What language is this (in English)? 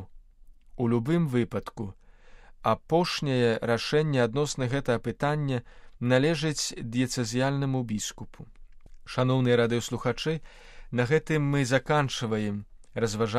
Belarusian